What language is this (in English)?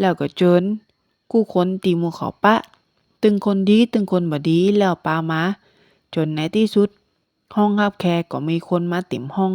Northern Thai